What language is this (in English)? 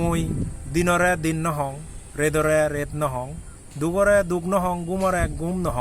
Chakma